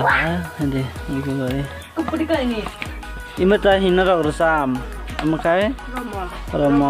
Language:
Kok Borok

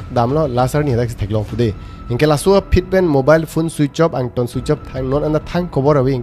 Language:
Karbi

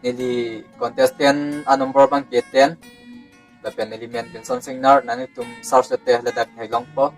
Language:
Karbi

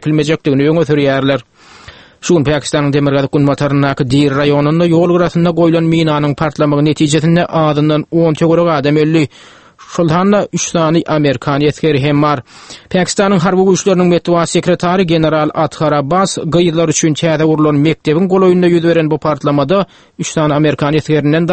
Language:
Turkmen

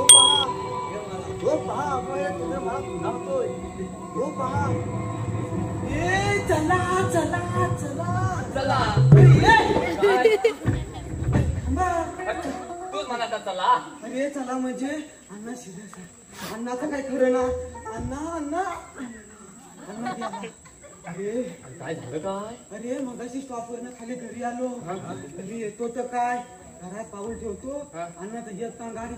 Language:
Marathi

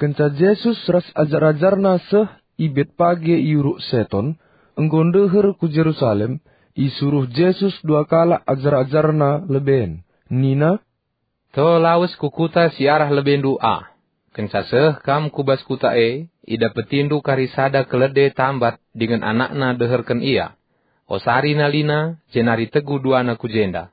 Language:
Batak Karo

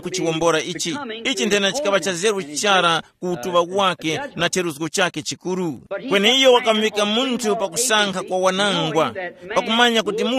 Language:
Tumbuka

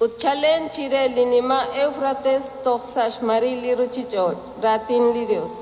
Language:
Kekchí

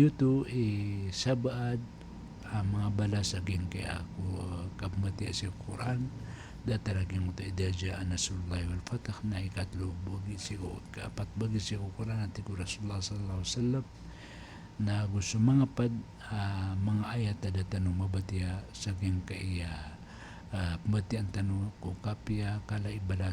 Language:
Maranao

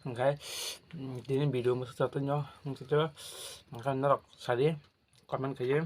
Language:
Kok Borok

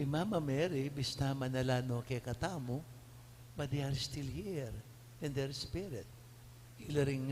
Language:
Pampanga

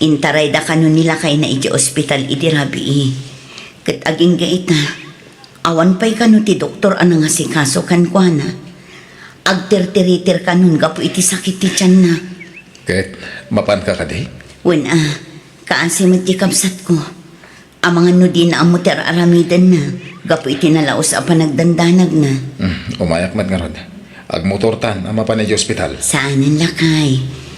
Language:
Iloko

